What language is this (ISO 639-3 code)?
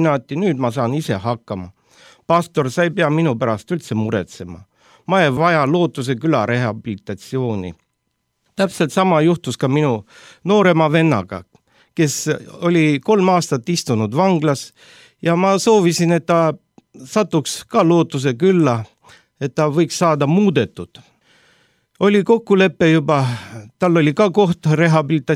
est